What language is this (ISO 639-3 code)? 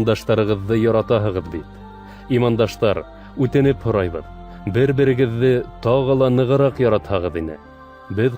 bak